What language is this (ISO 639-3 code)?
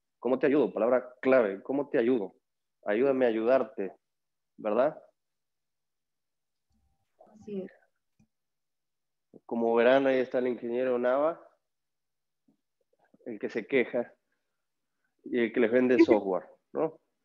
spa